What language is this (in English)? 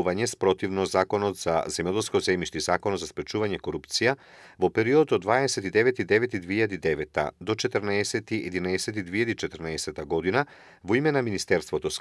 Macedonian